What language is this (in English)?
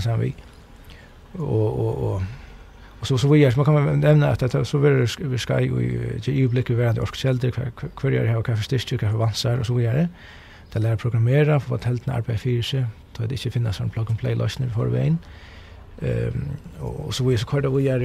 Faroese